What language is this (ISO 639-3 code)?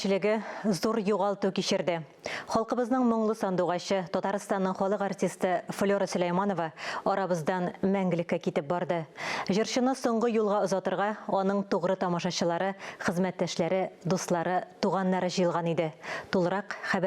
tat